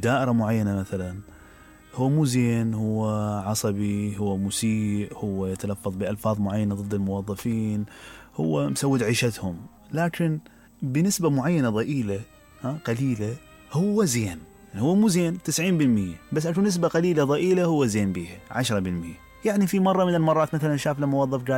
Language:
Mesopotamian Arabic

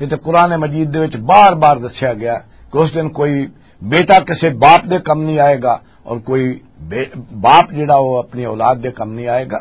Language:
Western Panjabi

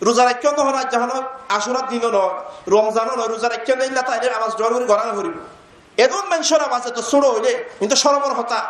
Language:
Rohingya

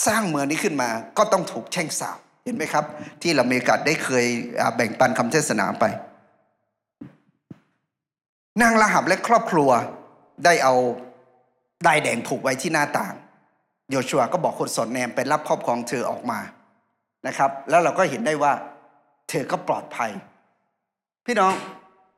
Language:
Thai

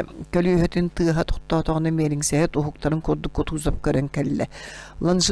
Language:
Yakut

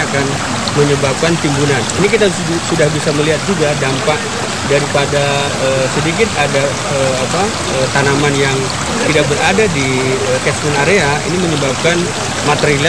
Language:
Indonesian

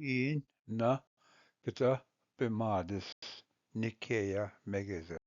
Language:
Ojibwa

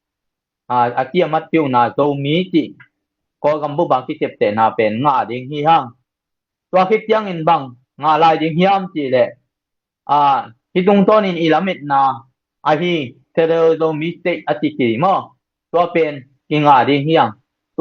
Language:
Tedim Chin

